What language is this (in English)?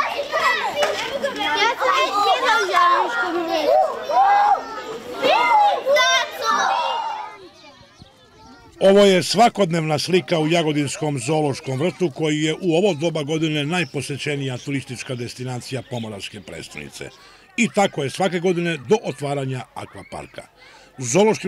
Serbian